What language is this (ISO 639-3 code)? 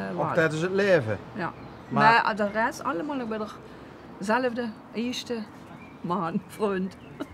lim